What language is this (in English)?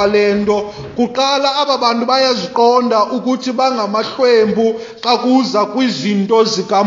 Xhosa